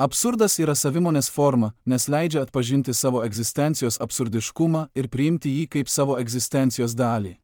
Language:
Lithuanian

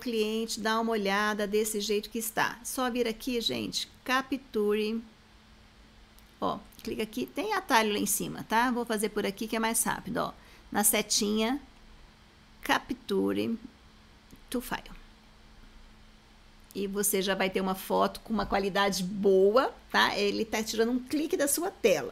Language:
Portuguese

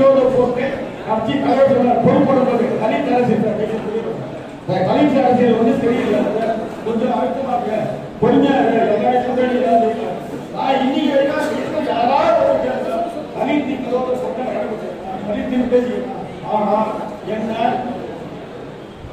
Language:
Tamil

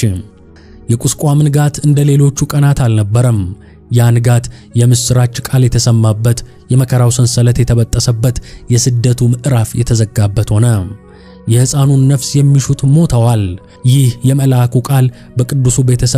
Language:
Amharic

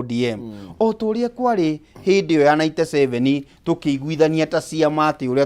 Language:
Kikuyu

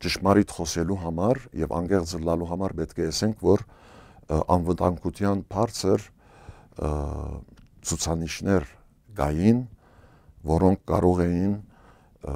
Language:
Western Armenian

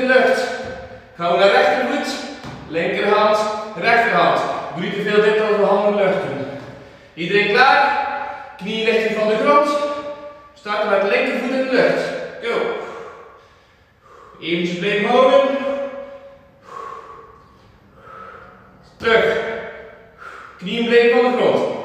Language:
Dutch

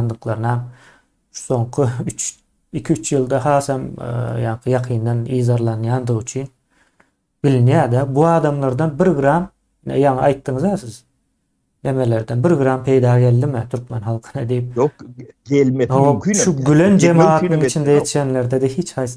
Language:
Turkmen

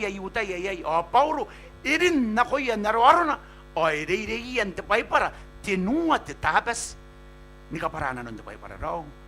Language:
Gilbertese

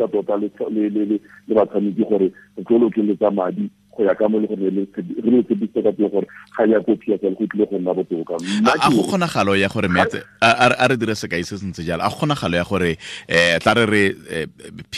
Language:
Tswana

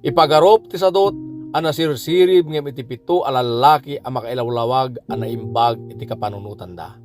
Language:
Iloko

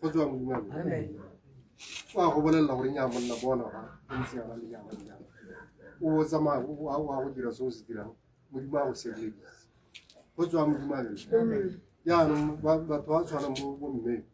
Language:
Tswana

